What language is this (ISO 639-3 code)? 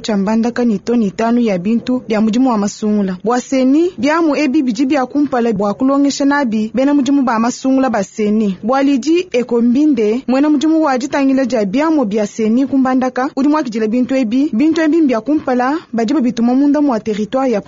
lua